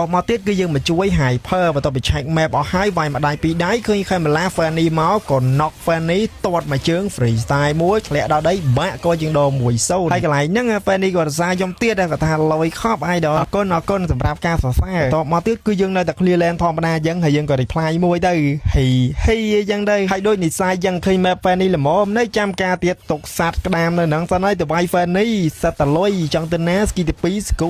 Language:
Khmer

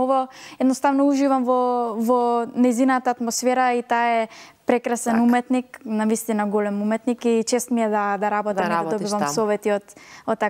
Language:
Macedonian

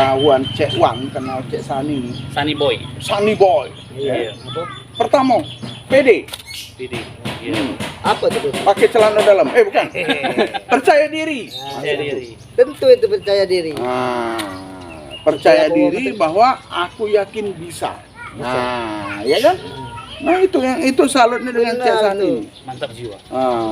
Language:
Musi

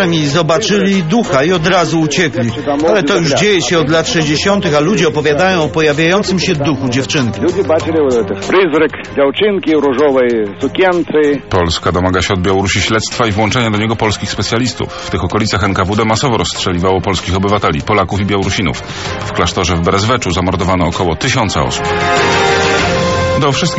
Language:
Polish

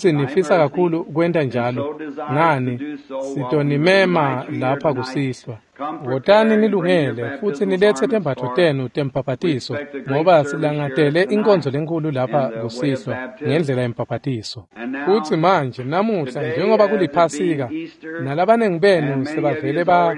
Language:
Swati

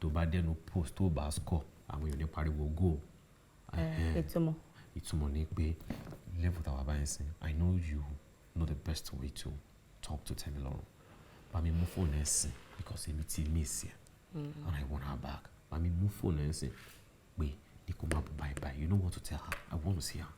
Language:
Yoruba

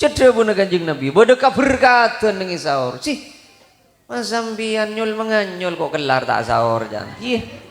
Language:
Madurese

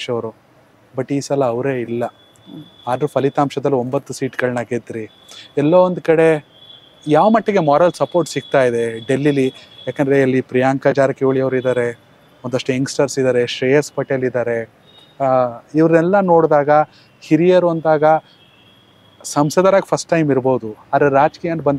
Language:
Kannada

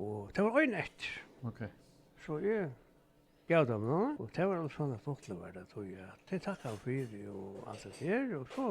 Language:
Faroese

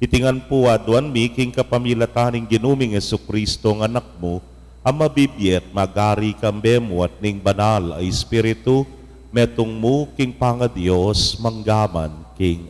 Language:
Pampanga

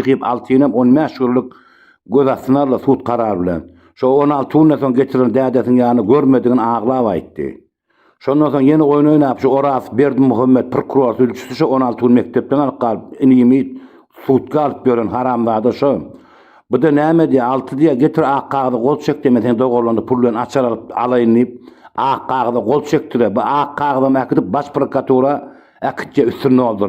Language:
Turkmen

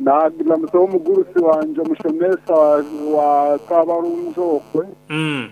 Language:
Nyankole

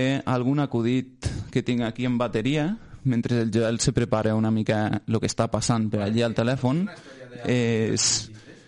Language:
Catalan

